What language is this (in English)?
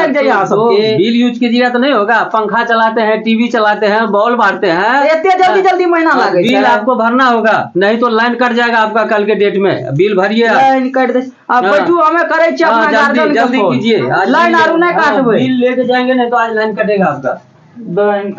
Maithili